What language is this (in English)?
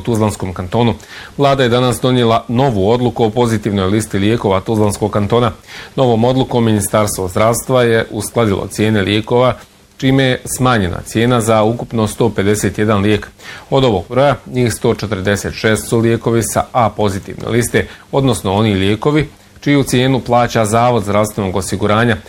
Bosnian